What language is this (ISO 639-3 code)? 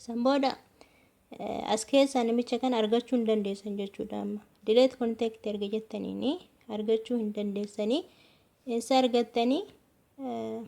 orm